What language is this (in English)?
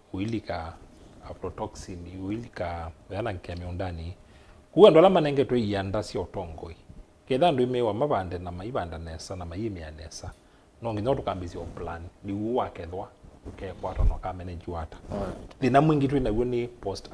Kamba